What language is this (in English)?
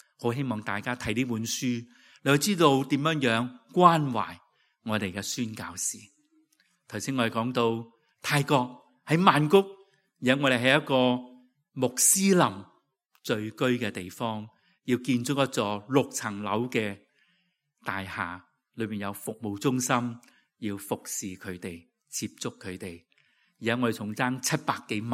Cantonese